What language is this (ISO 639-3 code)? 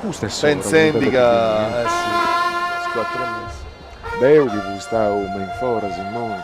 srd